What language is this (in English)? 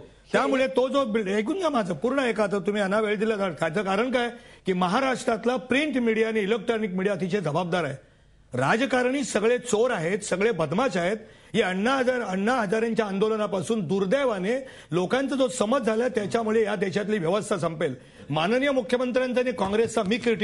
Marathi